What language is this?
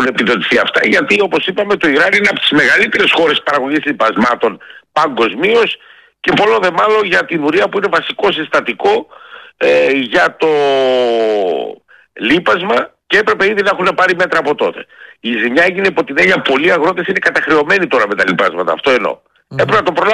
Greek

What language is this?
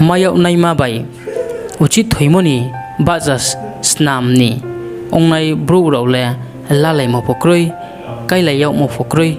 Riang (India)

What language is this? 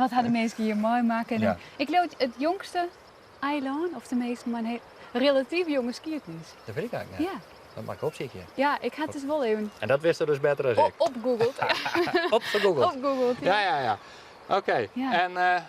Western Frisian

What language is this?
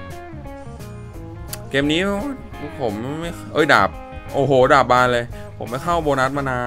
Thai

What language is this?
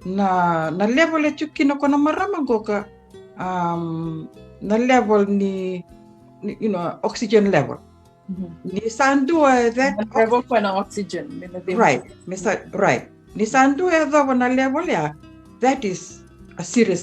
Fijian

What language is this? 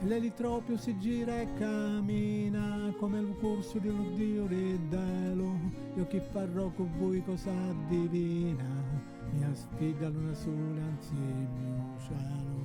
Sicilian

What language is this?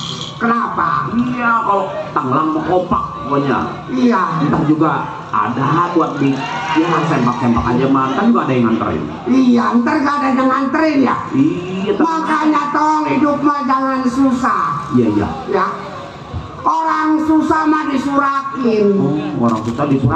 Betawi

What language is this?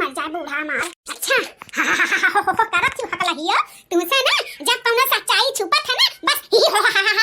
Bhojpuri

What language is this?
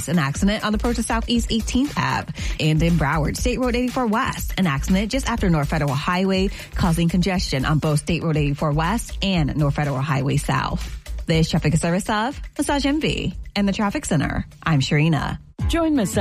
English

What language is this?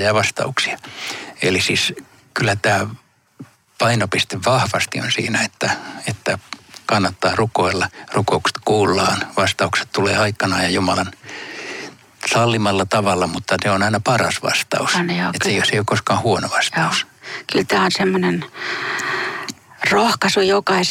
Finnish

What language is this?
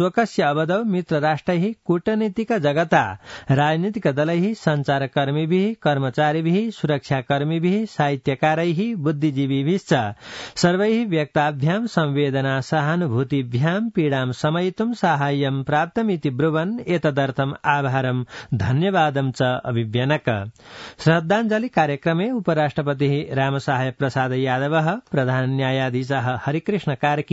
Sanskrit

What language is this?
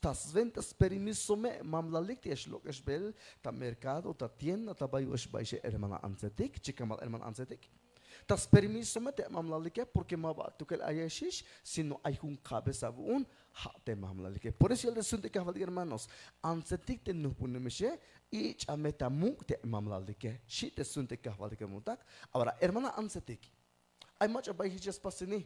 Tzeltal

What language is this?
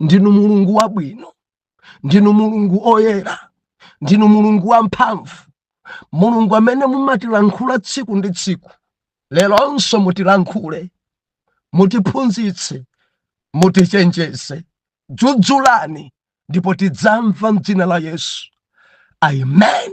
Nyanja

